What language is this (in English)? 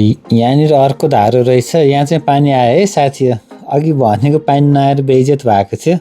Nepali